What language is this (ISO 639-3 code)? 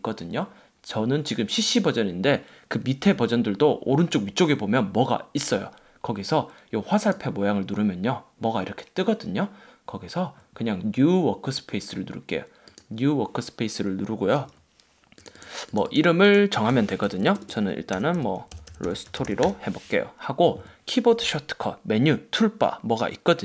kor